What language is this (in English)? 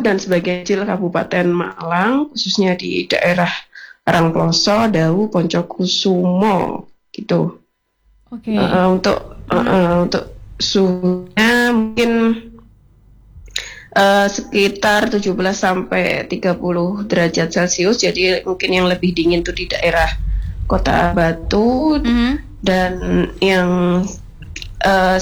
Indonesian